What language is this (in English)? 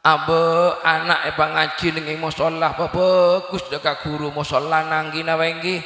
Madurese